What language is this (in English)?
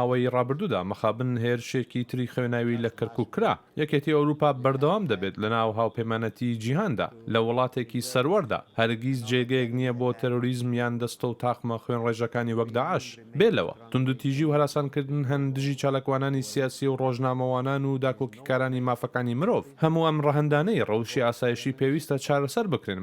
Central Kurdish